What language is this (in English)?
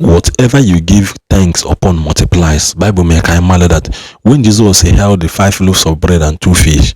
Igbo